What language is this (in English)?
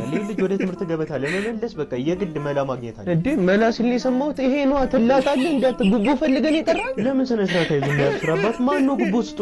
Amharic